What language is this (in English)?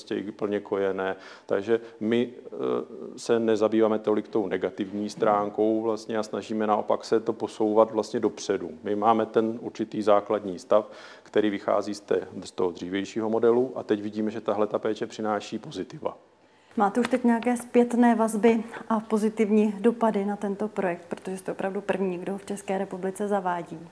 Czech